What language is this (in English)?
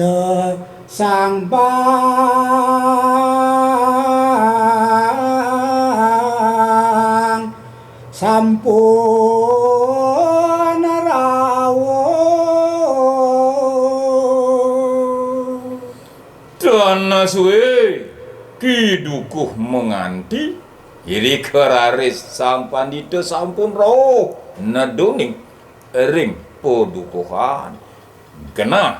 Balinese